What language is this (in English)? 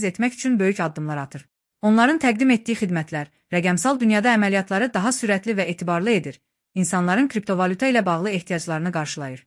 Azerbaijani